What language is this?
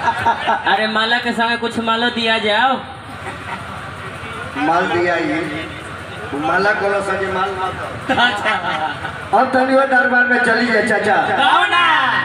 Bhojpuri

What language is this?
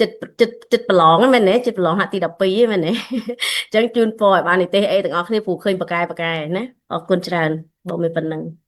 Khmer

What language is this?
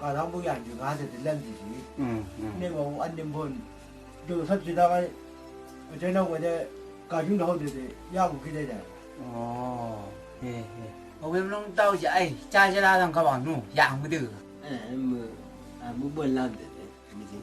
Chang Naga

